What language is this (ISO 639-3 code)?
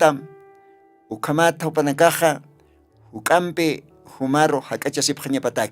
aym